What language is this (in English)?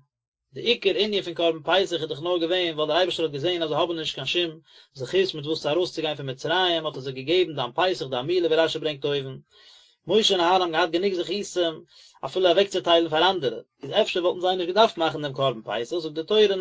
Yiddish